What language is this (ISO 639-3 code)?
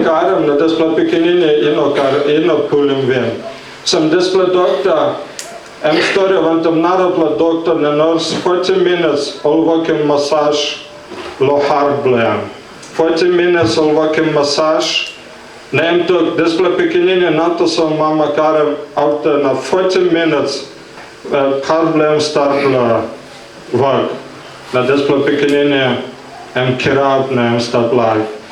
tpi